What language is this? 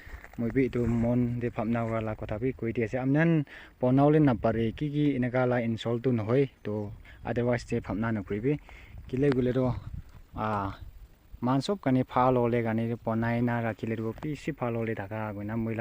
Naga Pidgin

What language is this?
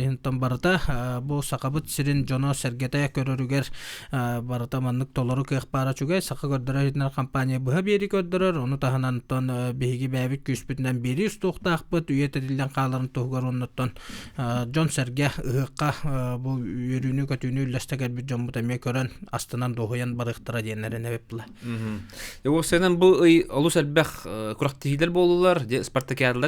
Yakut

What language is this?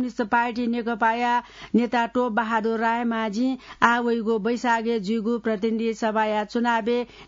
Newari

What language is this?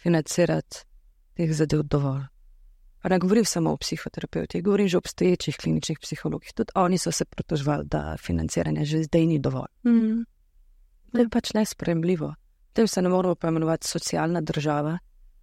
Slovenian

